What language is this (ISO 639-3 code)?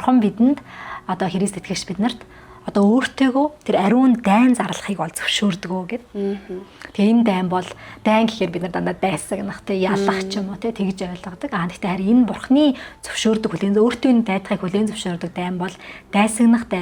mon